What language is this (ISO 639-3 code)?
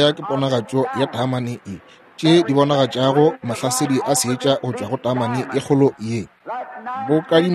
nso